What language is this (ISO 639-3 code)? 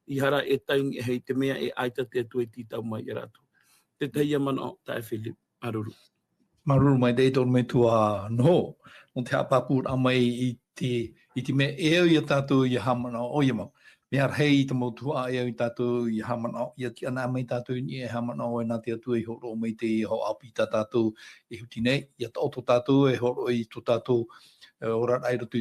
tah